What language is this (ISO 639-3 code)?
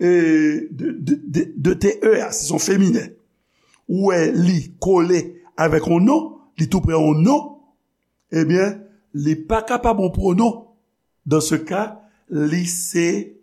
hat